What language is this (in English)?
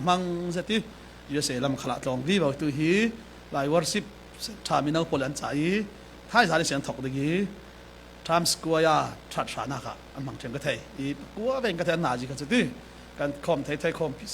Falam Chin